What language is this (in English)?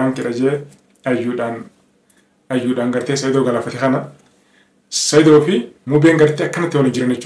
Oromo